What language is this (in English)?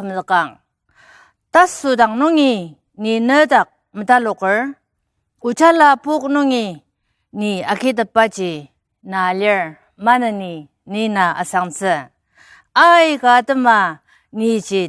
Ao Naga